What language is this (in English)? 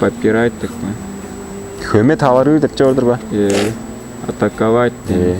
Tuvinian